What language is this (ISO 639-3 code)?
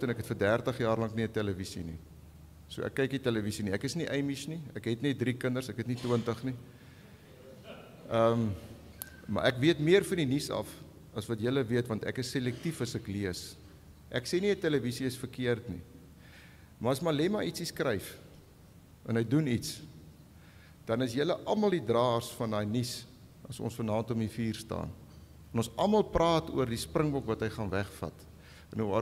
afr